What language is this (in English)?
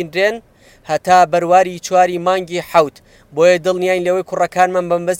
Central Kurdish